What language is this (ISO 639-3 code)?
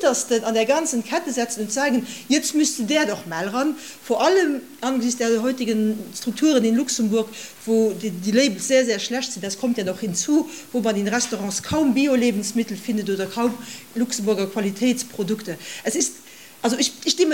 ltz